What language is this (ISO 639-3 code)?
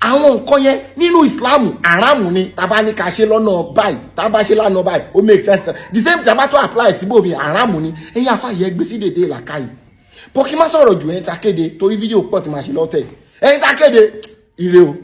yor